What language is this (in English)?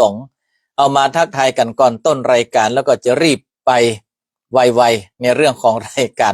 Northern Thai